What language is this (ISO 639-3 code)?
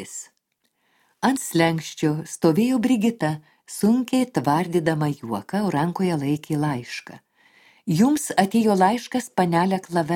lit